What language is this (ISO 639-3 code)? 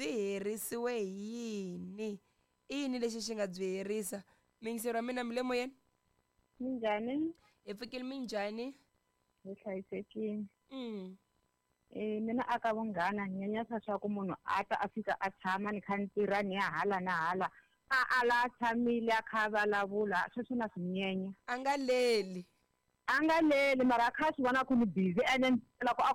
tso